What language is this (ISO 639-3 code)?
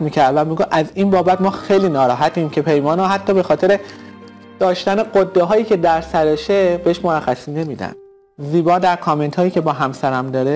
fas